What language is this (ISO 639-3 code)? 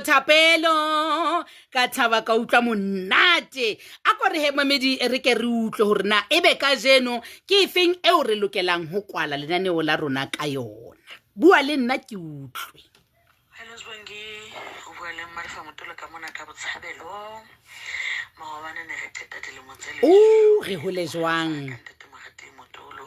sot